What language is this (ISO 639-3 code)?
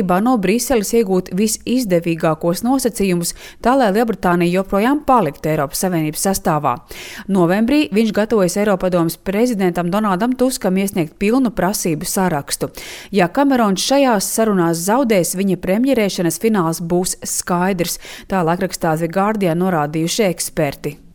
lav